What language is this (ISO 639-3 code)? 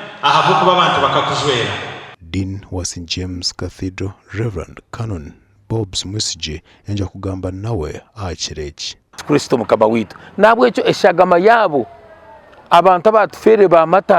nyn